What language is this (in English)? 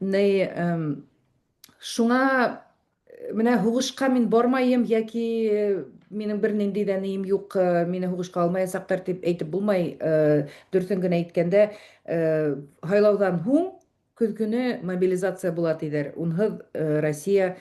Bashkir